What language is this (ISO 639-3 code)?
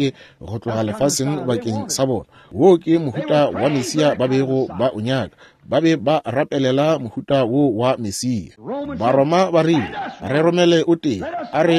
nso